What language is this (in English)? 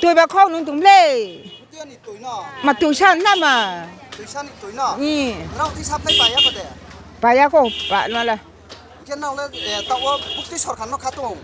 Riang (India)